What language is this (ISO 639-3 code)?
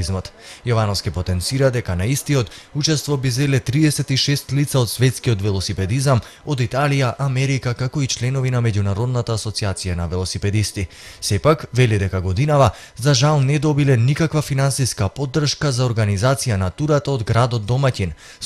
mkd